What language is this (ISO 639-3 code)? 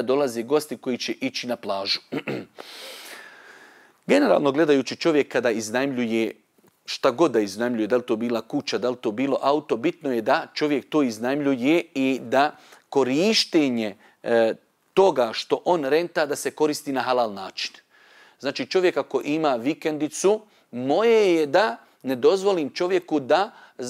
bos